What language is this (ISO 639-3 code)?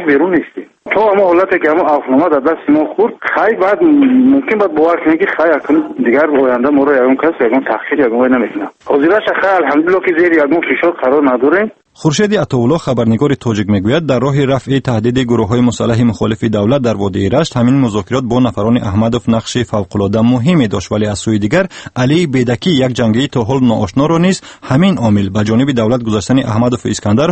fas